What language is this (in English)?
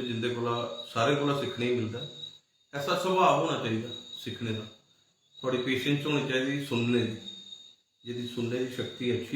Dogri